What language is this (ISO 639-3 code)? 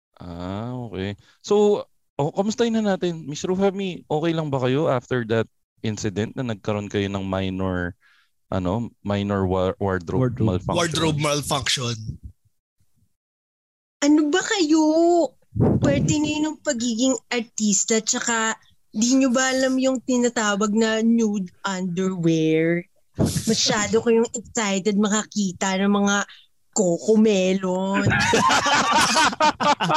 fil